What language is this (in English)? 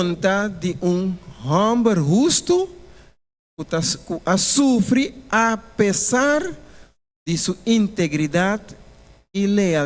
Papiamento